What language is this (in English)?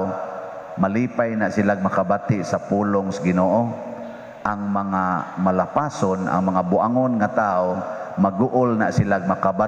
Cebuano